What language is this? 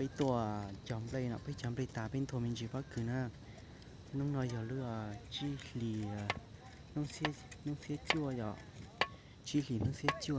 Hmong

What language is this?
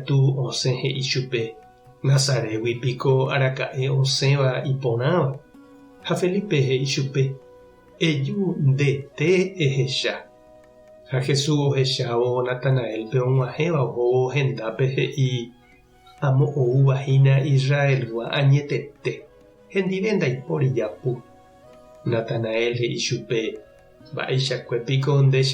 Guarani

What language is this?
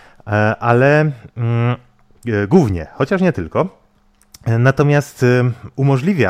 Polish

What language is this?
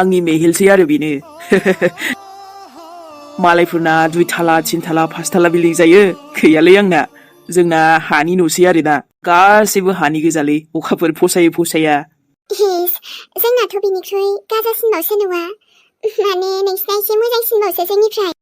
Bodo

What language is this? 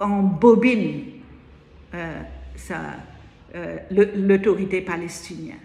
Morisyen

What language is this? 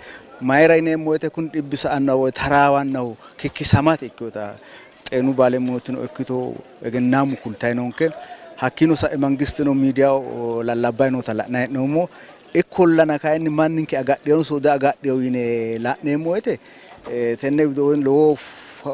Sidamo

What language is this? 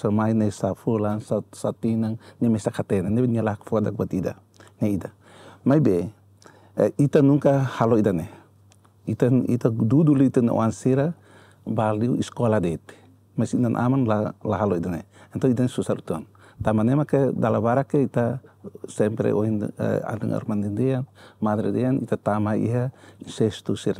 Tetum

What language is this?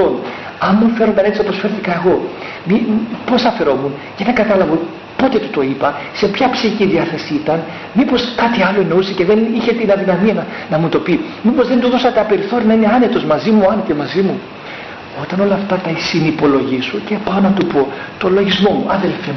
Greek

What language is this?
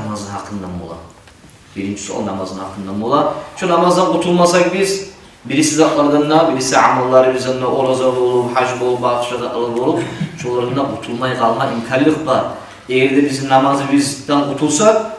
Kumyk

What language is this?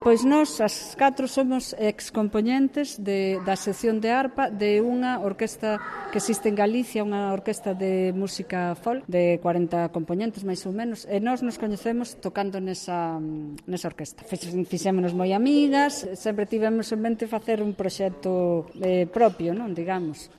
Galician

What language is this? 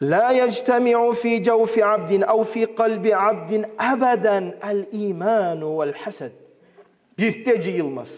Kumyk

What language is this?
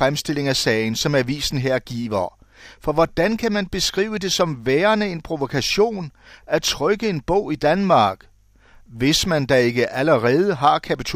Danish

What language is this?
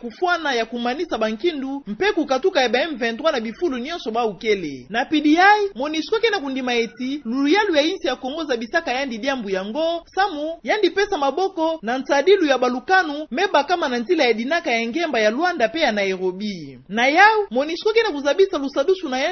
Kituba (Democratic Republic of Congo)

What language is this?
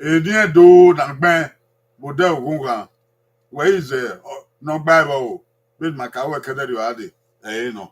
Bini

